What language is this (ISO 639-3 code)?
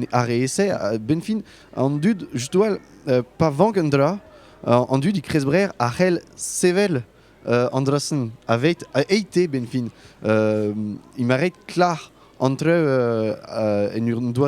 bre